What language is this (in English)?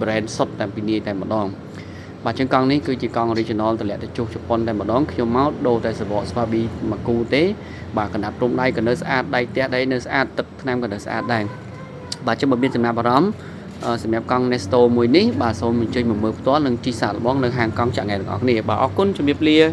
Khmer